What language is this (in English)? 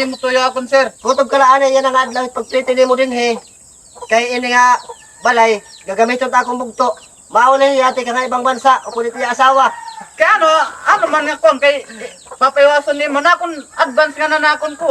Waray